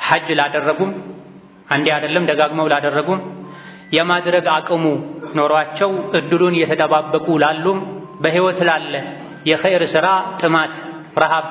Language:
Amharic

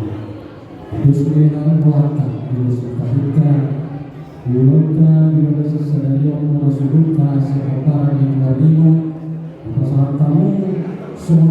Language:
Batak Toba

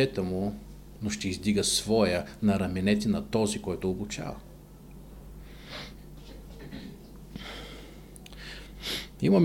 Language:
Bulgarian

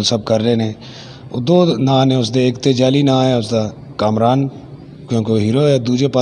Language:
Western Panjabi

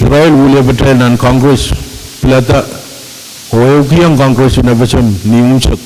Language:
Pohnpeian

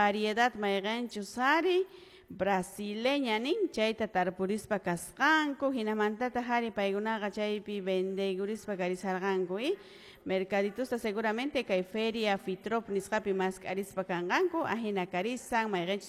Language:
Quechua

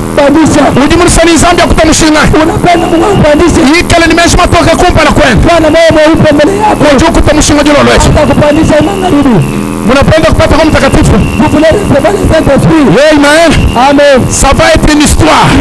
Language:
Swahili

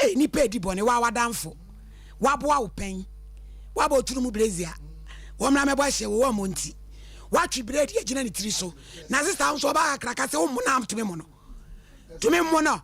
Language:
Akan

